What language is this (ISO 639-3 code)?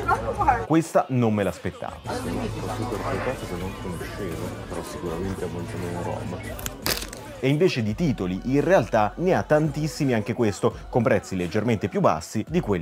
ita